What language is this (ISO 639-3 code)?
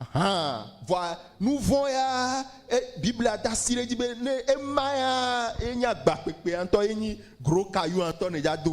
ewe